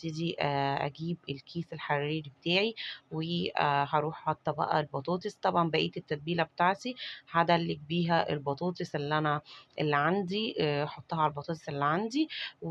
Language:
Egyptian Arabic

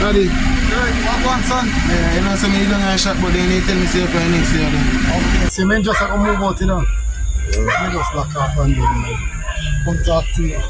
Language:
Jamaican Creole English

